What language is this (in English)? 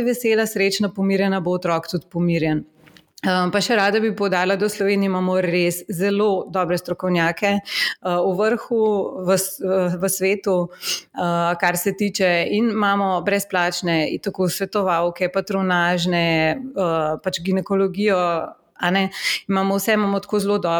Slovenian